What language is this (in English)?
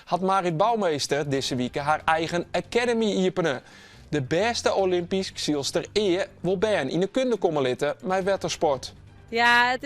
Western Frisian